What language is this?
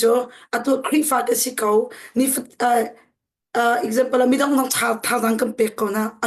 Hakha Chin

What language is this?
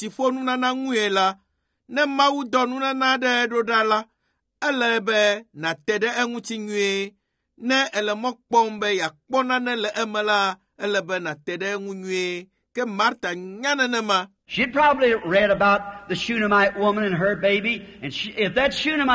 Ewe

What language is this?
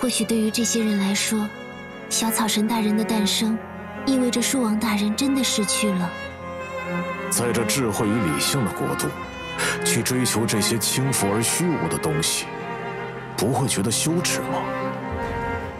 Chinese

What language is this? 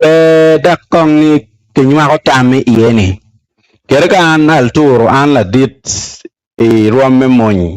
Acoli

